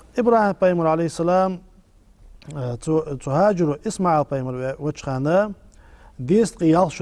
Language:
Ingush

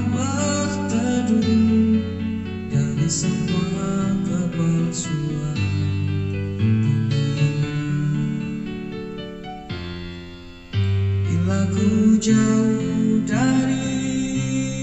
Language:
Indonesian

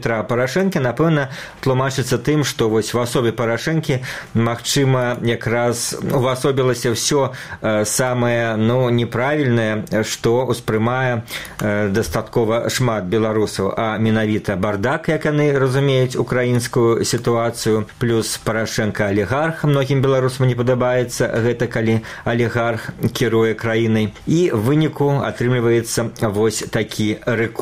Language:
Belarusian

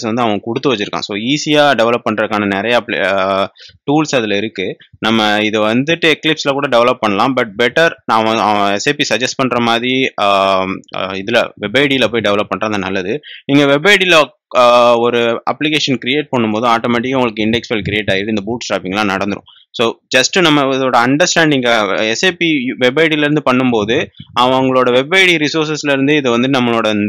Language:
Tamil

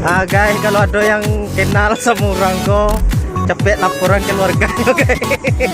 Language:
Minangkabau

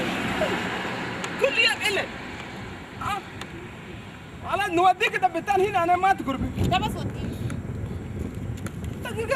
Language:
Sudanese Arabic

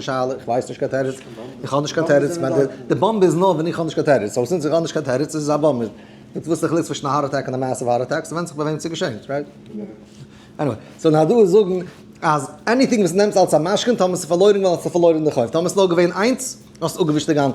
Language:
Yiddish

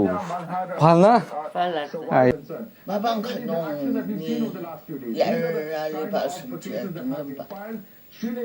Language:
Naga Pidgin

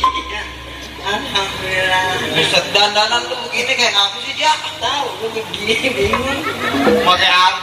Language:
Betawi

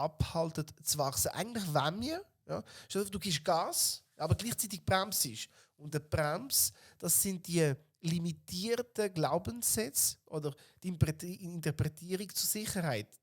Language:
Swiss German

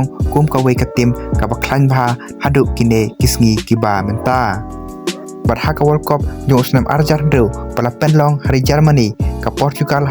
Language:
Khasi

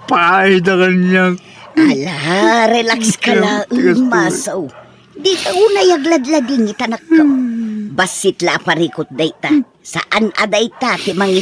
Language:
Iloko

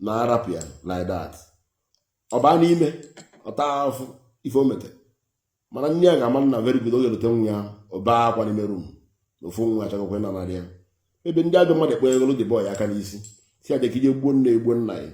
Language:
Igbo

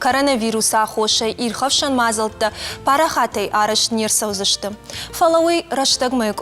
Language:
Ossetic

